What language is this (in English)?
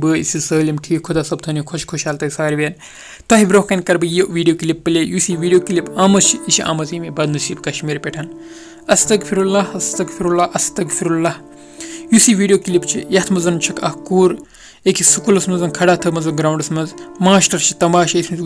Kashmiri